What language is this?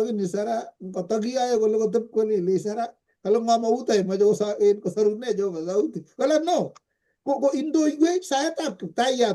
Kalenjin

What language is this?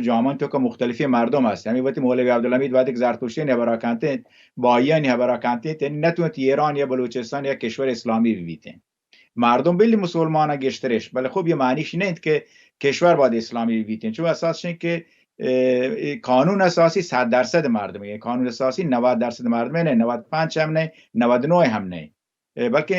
Baluchi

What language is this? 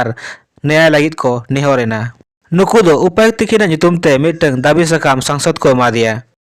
Santali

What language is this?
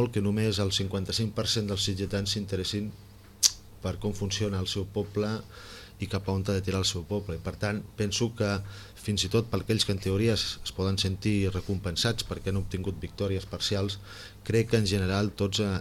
Catalan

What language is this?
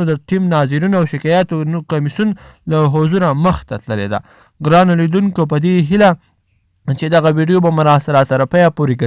Pashto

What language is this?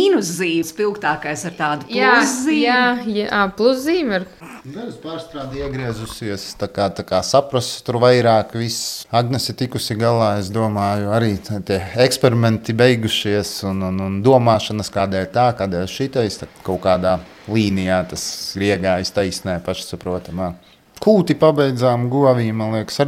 Latvian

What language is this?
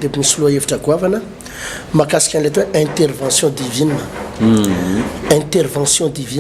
Malagasy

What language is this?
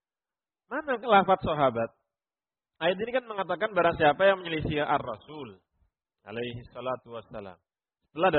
Indonesian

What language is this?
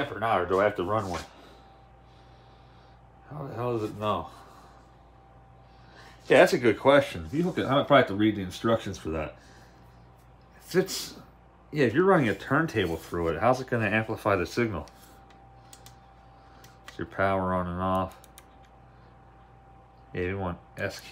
English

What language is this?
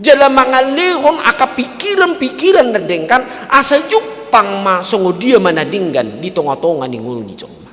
Batak Toba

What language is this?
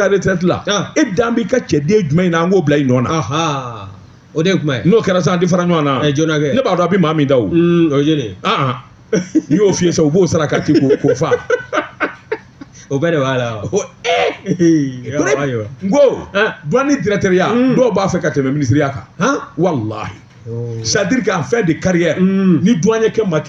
Bambara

